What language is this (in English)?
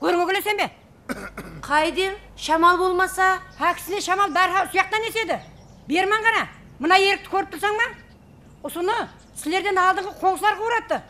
Kara-Kalpak